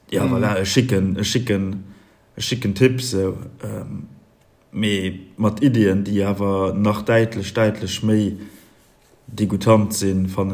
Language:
Luxembourgish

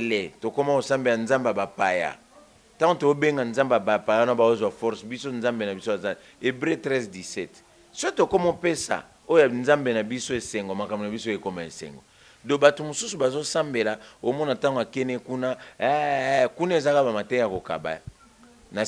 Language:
Lingala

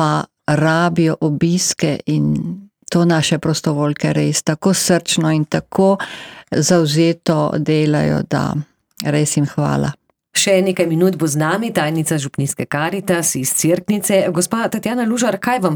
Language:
Slovenian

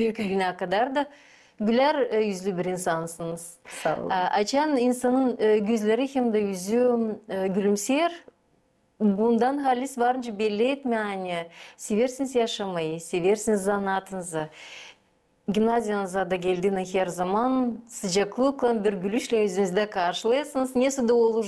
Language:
Gagauz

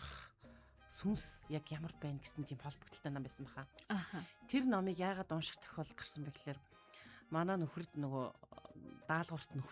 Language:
Mongolian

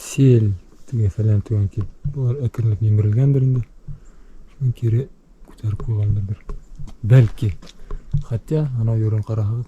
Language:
Bashkir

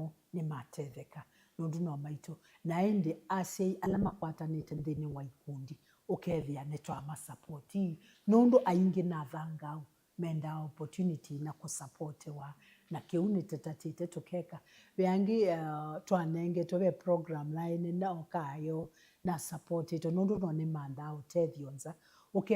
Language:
Kamba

